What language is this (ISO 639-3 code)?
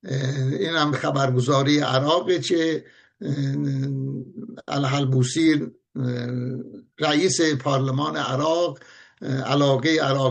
fas